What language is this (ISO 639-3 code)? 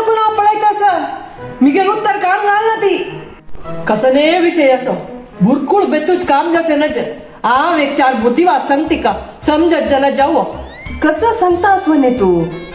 kok